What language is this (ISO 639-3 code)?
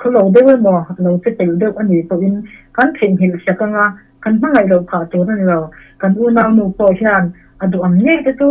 lus